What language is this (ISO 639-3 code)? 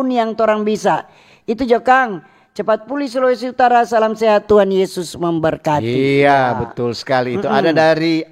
xmm